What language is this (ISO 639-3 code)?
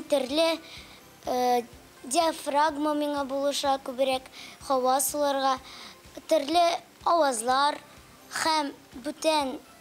tat